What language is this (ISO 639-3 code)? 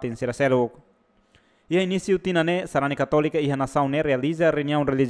tet